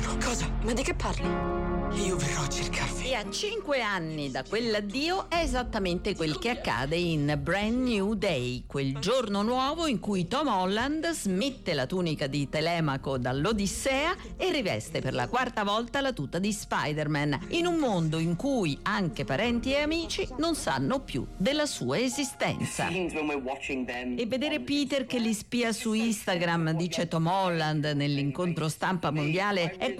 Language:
Italian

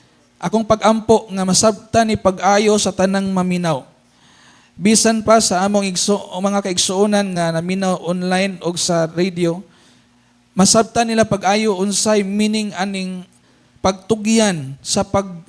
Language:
Cebuano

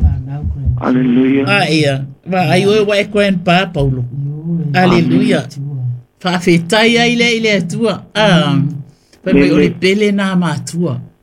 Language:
Samoan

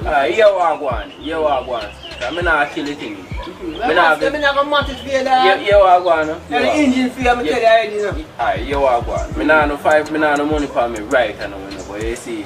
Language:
Jamaican Creole English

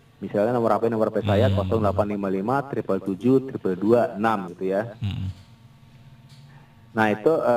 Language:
Indonesian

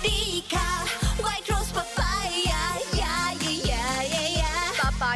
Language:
Bikol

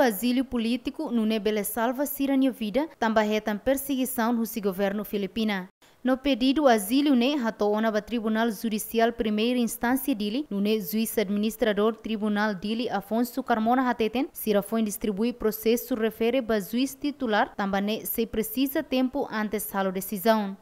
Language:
Tetum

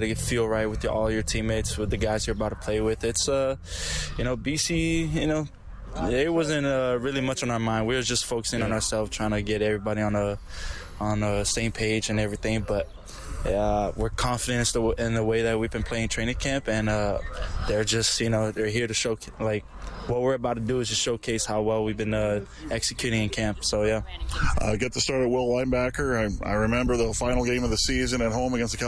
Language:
English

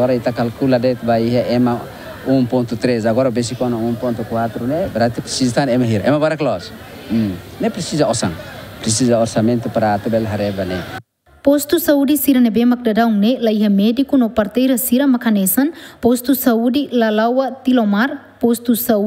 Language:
Tetum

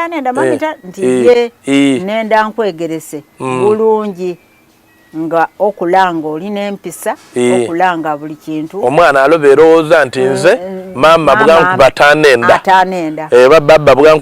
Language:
Soga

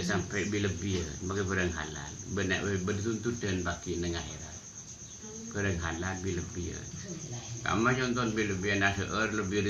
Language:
Madurese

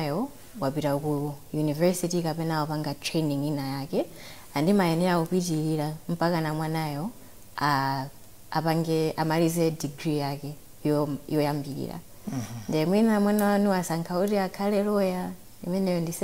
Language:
Nyanja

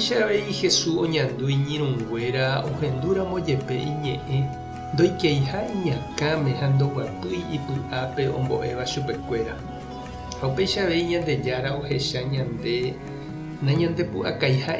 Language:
Guarani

